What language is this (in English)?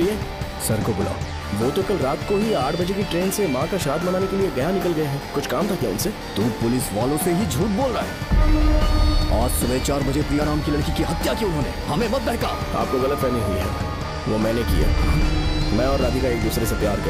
Hindi